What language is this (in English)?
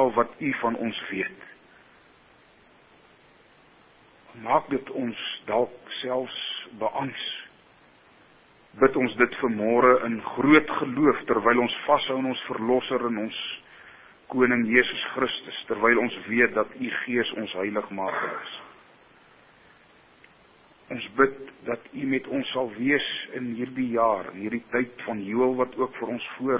Afrikaans